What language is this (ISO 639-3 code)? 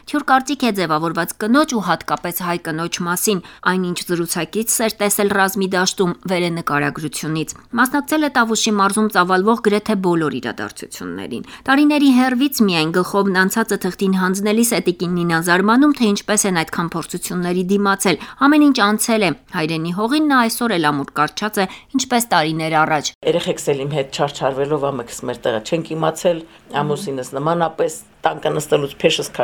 hye